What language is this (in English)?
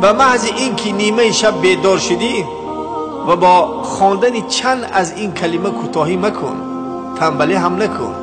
Tajik